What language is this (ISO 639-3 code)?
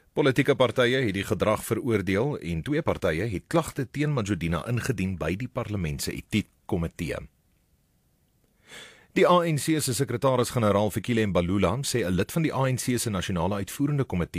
afr